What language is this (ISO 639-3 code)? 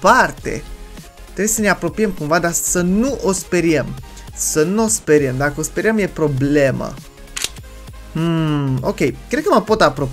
ron